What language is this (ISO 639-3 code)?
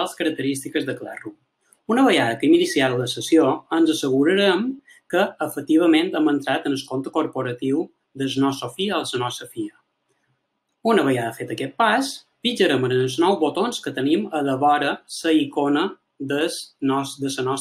cat